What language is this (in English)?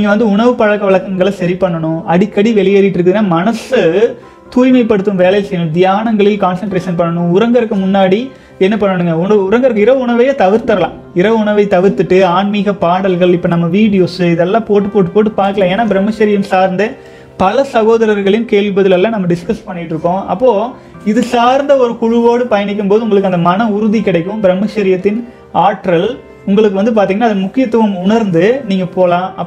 Tamil